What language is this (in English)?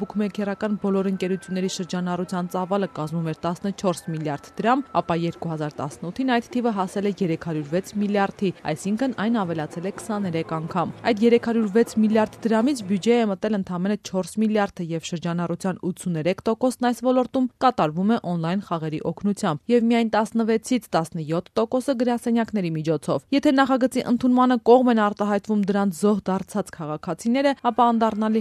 Armenian